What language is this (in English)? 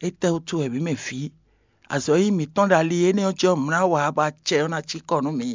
Fon